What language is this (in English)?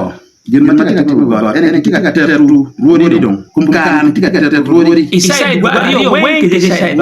Acoli